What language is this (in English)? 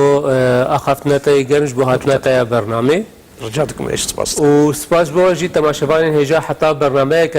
Kurdish